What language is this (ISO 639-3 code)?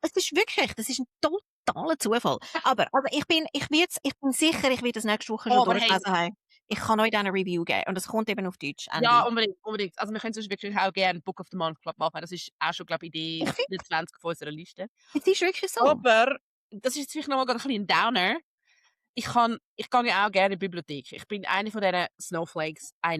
gsw